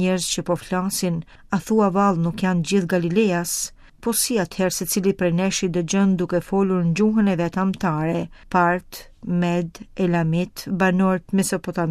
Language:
Albanian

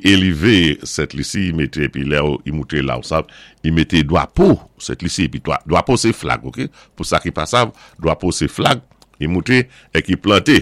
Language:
Saint Lucian Creole French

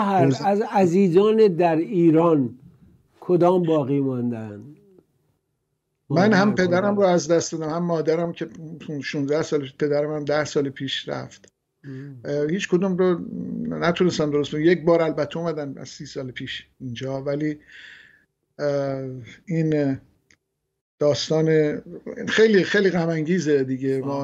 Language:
Persian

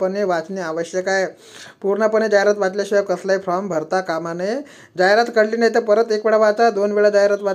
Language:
Marathi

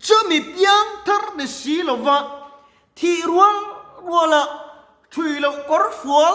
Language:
Mizo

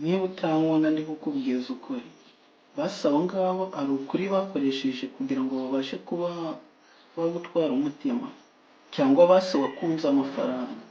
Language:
Kinyarwanda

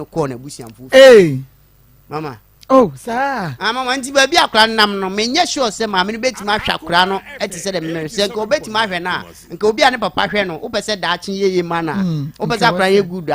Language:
Akan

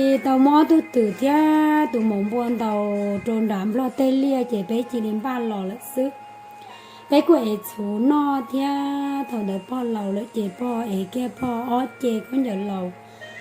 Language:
Hmong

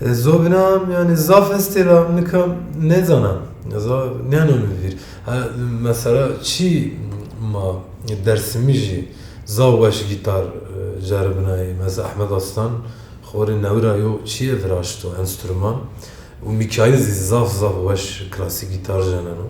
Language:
Zaza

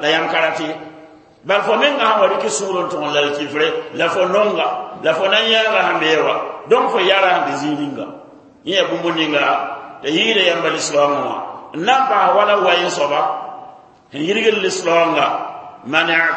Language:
Mossi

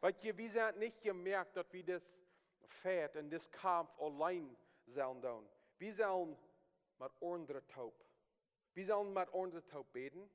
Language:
Plautdietsch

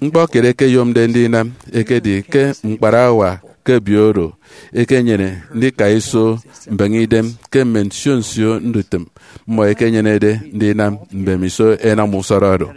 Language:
Efik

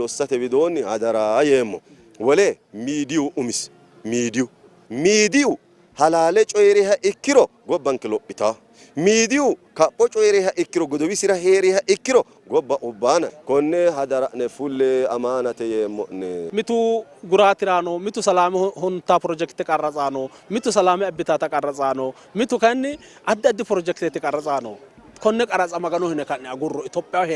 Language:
Sidamo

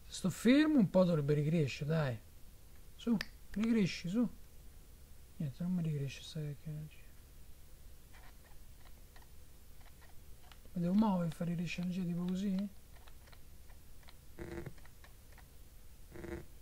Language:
Italian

